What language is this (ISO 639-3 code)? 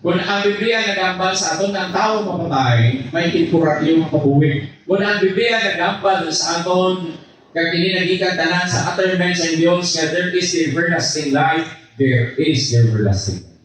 hil